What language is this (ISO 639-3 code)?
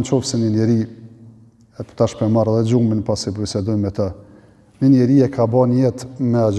sqi